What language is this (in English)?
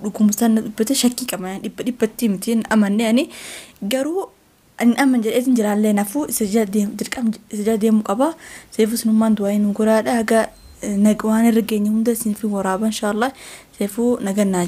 Oromo